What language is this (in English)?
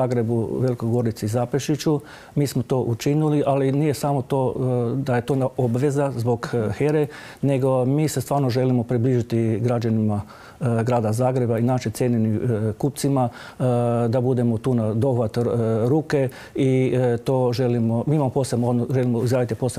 Croatian